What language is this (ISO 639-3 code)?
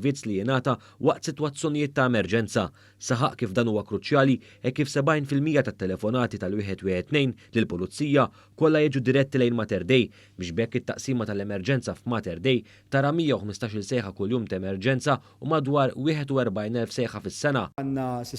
mlt